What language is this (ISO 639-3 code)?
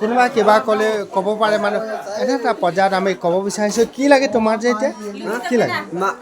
asm